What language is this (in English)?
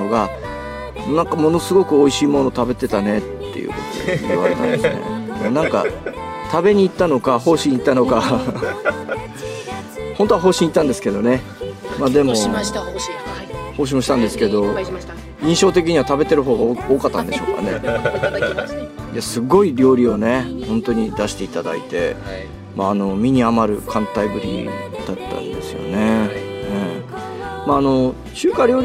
Japanese